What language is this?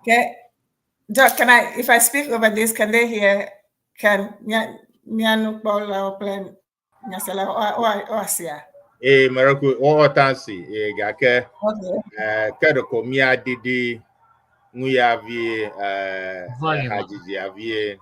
Ewe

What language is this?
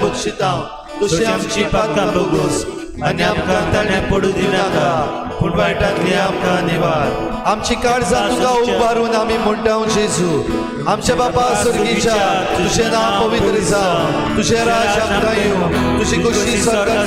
Konkani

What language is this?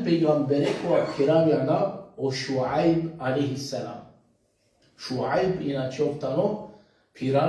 Balkan Romani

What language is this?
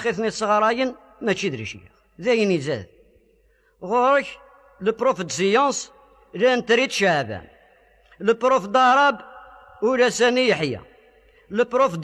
Kabyle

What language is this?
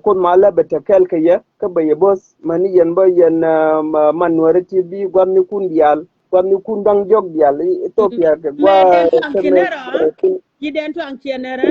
Nuer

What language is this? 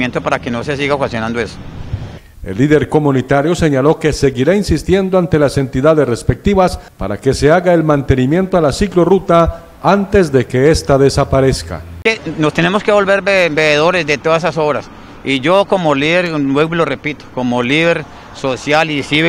Spanish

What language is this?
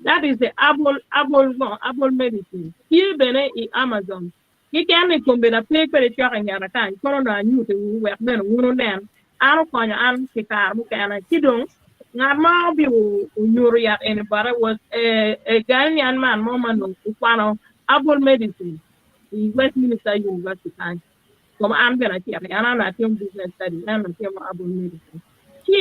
Acoli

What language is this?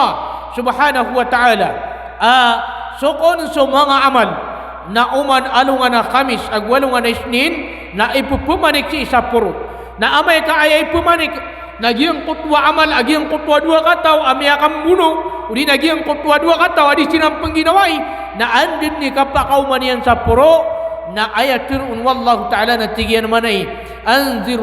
Maranao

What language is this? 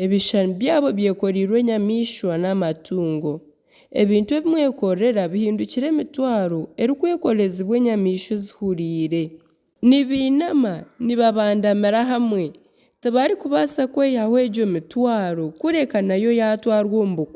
Nyankole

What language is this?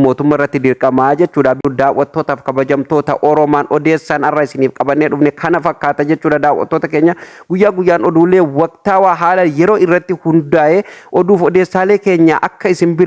Oromo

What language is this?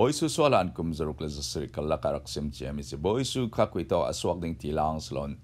Falam Chin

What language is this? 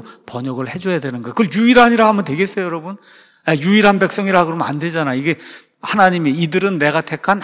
Korean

